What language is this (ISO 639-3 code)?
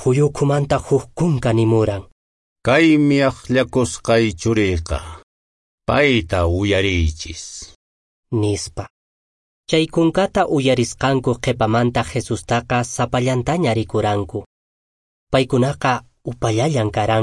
que